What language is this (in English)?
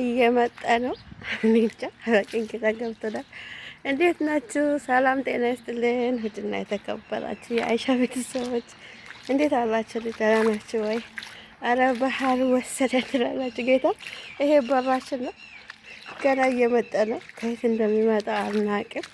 Amharic